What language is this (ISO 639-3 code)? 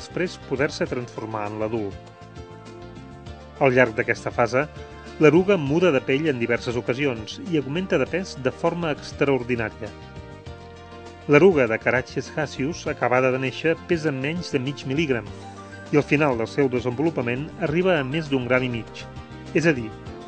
cat